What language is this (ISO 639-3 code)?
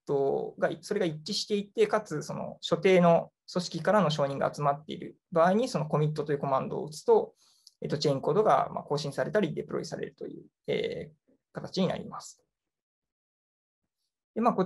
jpn